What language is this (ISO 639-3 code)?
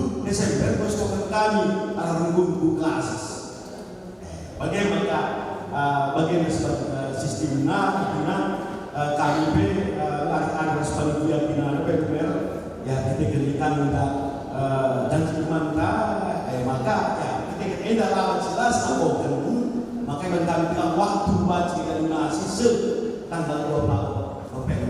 btx